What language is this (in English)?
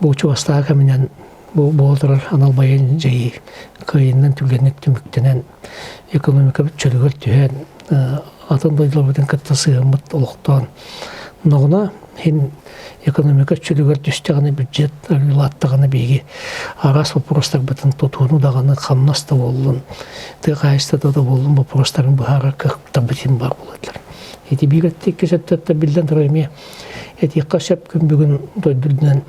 Yakut